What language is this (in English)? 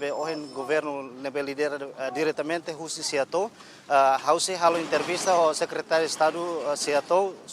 Tetum